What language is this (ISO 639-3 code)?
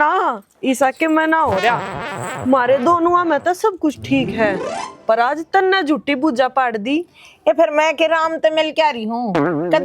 bgc